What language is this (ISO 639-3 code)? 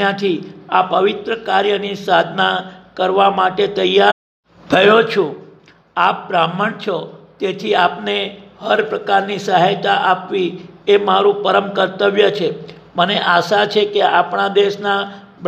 guj